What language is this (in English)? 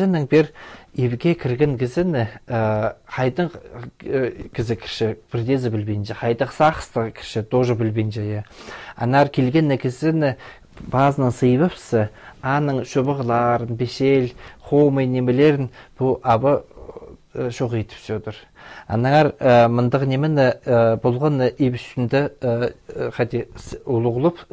Khakas